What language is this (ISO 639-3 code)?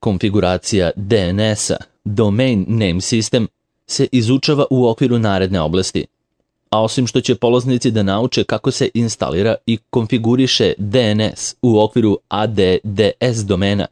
srp